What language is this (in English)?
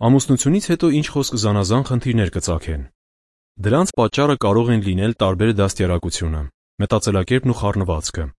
Armenian